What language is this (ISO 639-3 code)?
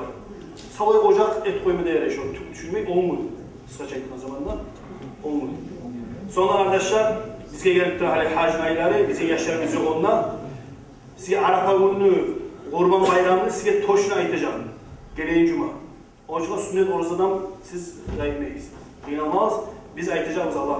kum